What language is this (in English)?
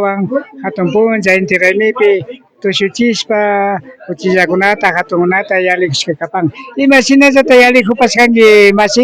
Imbabura Highland Quichua